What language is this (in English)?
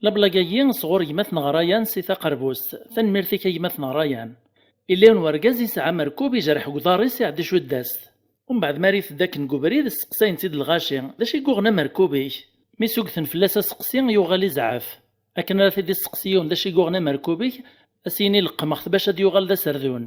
Kabyle